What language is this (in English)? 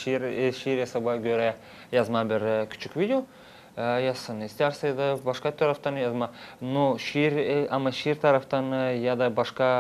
Gagauz